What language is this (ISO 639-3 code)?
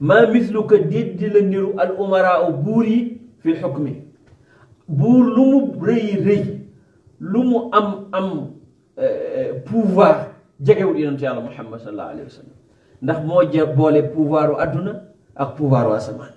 wol